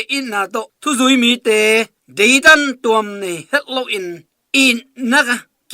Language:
Tedim Chin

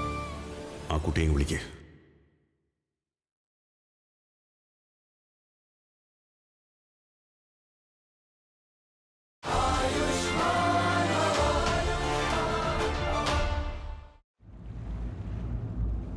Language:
Malayalam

